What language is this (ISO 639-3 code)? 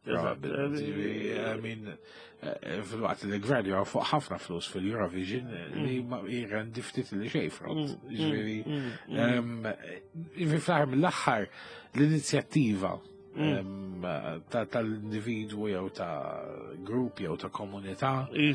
mlt